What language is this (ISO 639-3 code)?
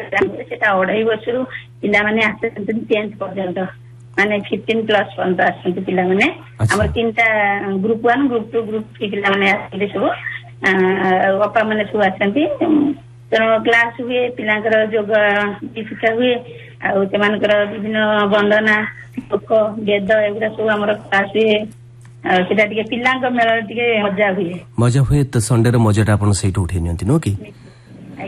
ori